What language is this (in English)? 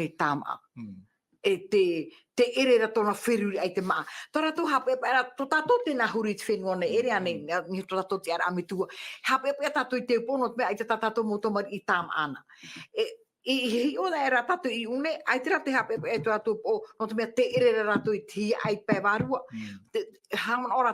Tahitian